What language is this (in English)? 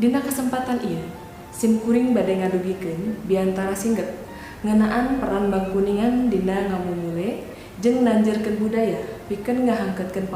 Sundanese